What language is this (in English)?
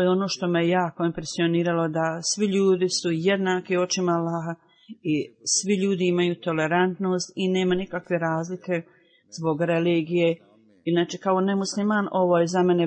Bosnian